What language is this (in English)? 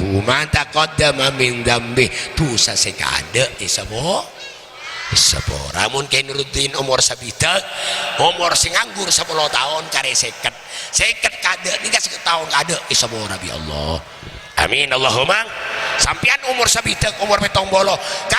Madurese